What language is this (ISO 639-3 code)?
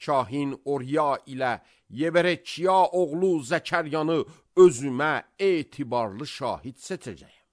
aze